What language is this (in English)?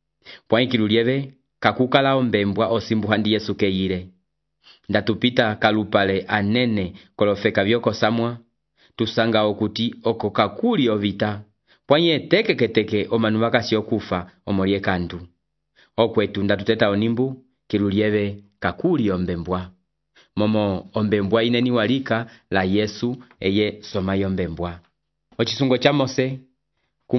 Umbundu